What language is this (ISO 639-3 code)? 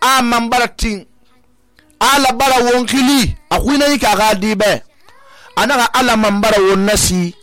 sus